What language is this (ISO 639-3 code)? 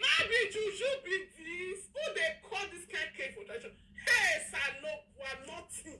pcm